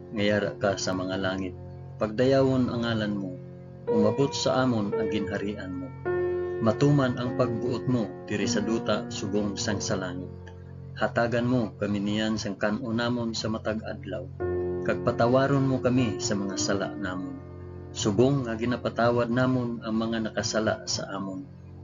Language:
Hiligaynon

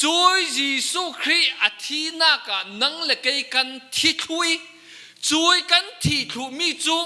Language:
Falam Chin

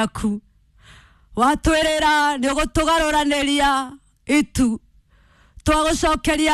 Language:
Kikuyu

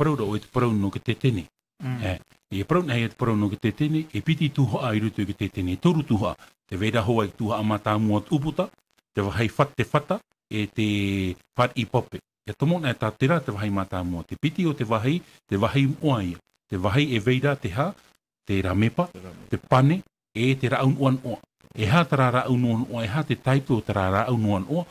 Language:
Tahitian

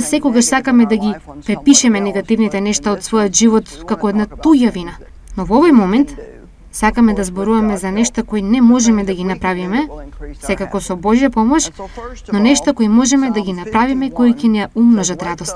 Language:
Macedonian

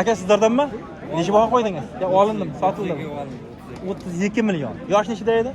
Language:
Uzbek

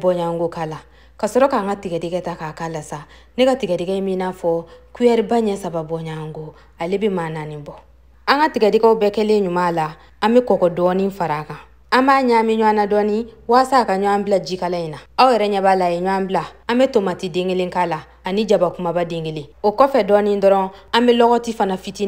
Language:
Bambara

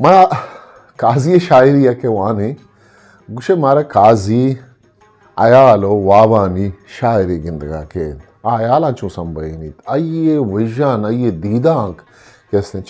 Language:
Eastern Balochi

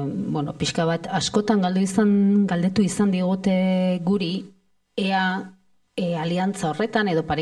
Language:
Basque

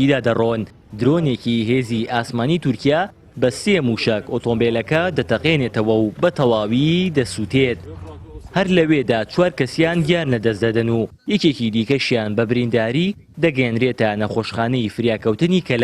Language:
Central Kurdish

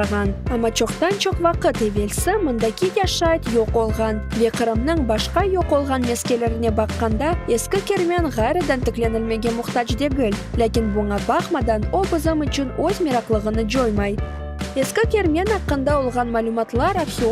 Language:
Crimean Tatar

